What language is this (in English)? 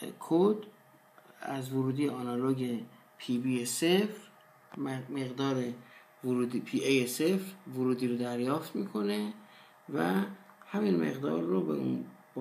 Persian